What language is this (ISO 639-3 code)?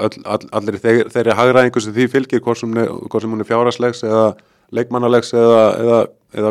isl